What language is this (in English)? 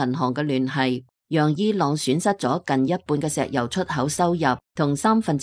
Cantonese